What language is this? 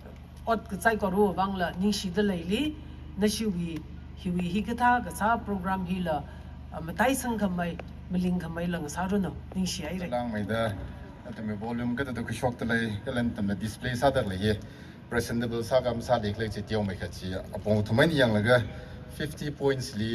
Tangkhul Naga (India)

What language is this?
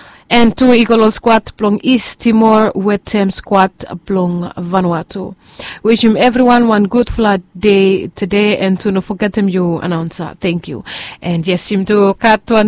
Bislama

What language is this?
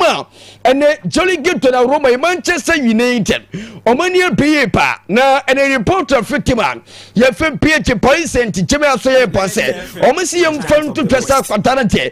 Akan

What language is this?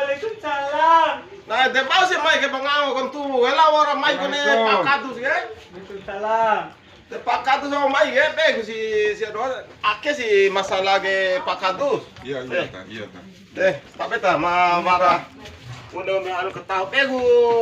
Bima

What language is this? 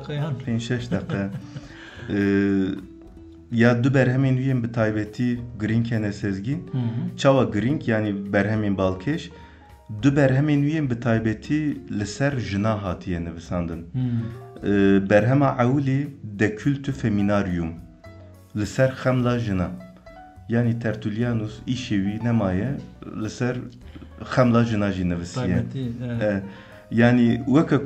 Kurdish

